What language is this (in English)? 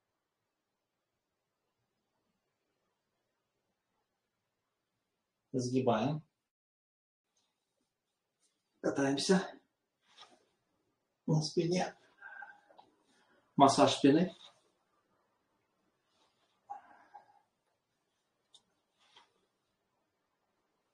Russian